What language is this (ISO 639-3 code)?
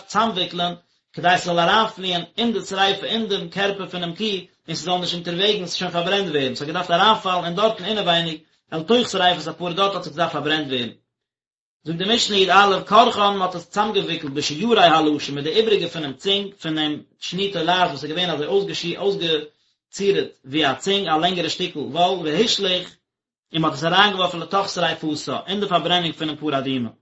yid